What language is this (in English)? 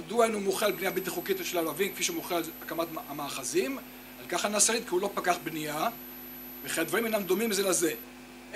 Hebrew